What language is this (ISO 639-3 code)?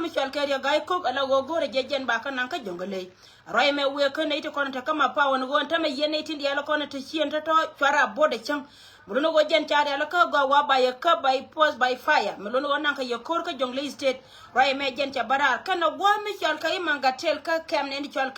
nus